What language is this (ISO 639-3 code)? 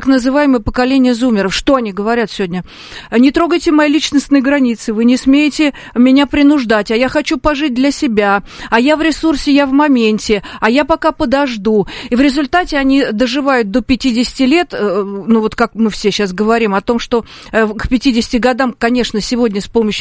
rus